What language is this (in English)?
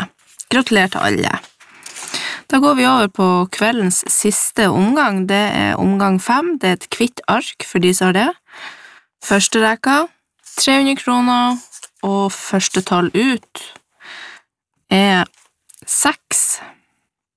Norwegian